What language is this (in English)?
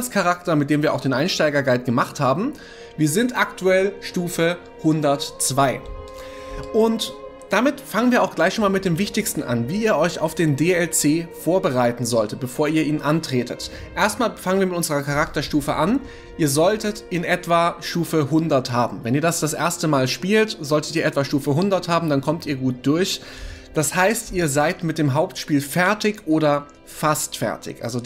German